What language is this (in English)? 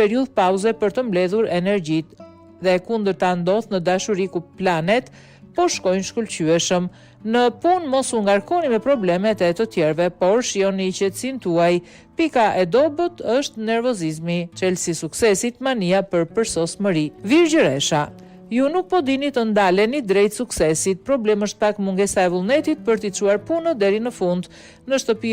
Albanian